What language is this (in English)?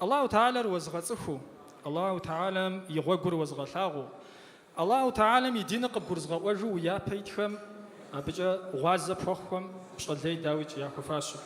Kabardian